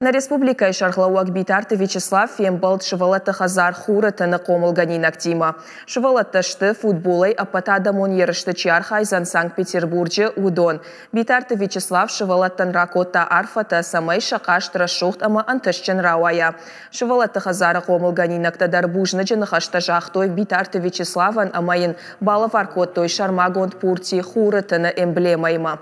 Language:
Ossetic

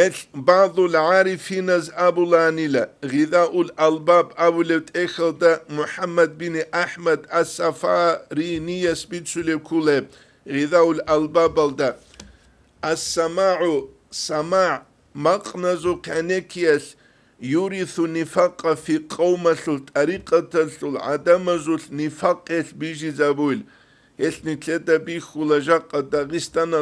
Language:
Avaric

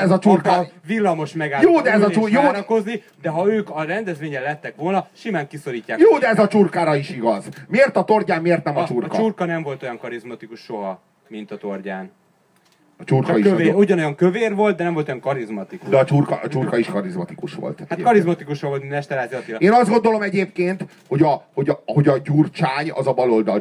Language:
Hungarian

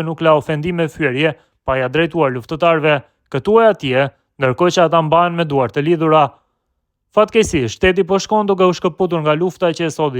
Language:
Albanian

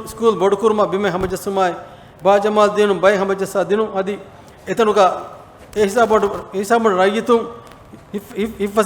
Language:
Divehi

